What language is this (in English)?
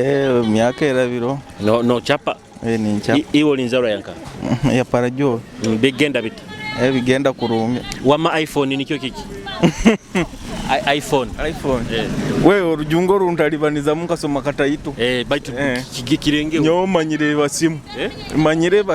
Nyoro